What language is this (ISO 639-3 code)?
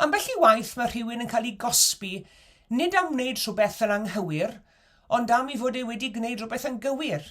cym